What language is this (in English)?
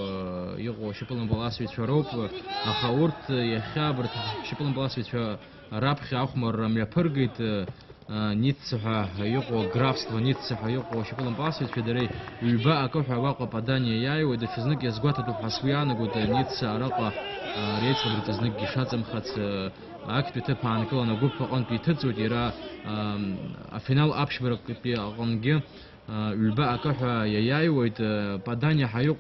Abkhazian